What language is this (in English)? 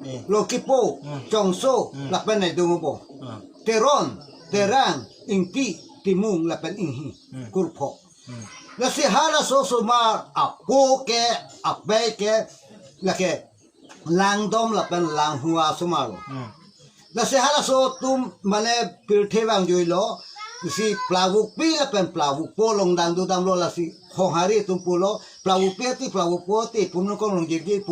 Karbi